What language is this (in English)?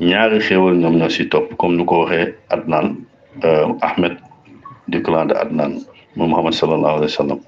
Wolof